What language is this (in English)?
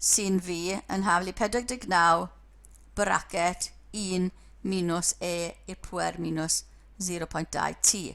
Welsh